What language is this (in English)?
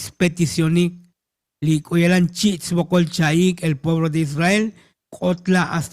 Tzotzil